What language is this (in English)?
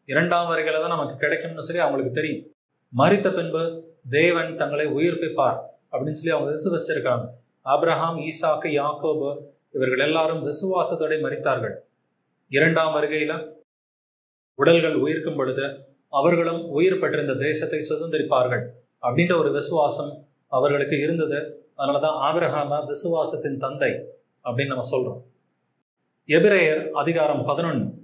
Tamil